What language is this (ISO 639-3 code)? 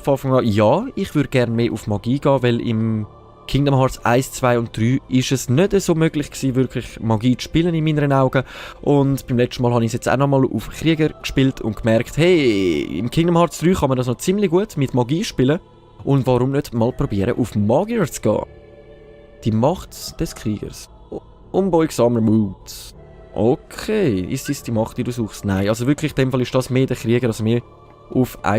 gsw